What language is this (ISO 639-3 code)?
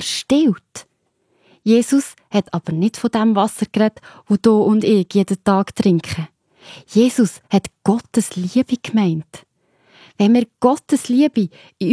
gsw